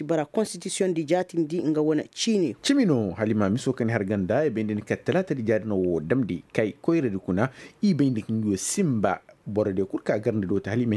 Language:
Koyraboro Senni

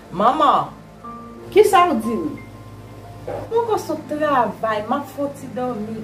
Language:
Haitian Creole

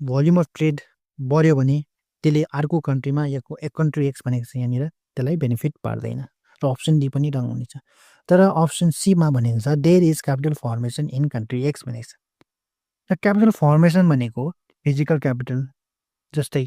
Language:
Nepali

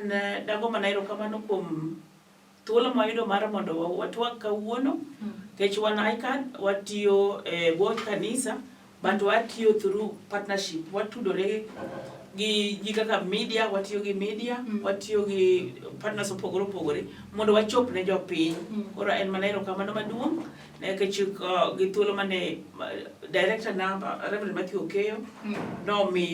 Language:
Luo (Kenya and Tanzania)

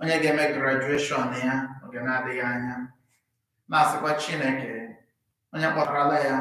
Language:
Igbo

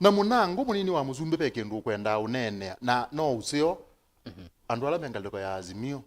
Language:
Kamba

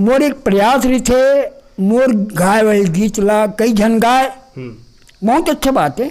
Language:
Chhattisgarhi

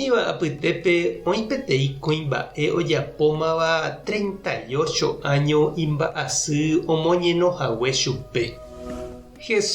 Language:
Guarani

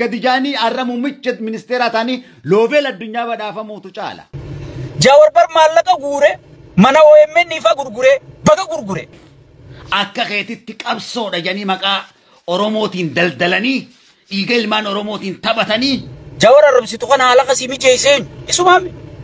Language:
Oromo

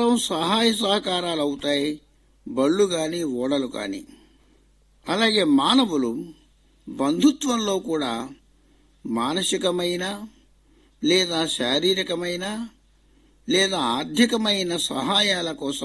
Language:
Telugu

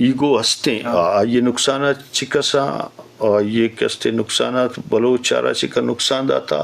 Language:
Eastern Balochi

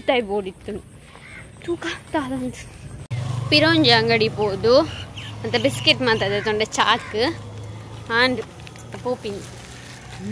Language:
Tulu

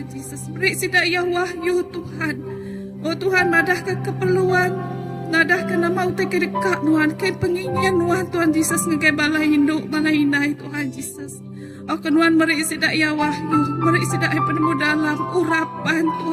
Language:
Iban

